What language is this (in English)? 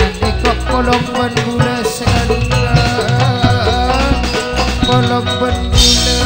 Madurese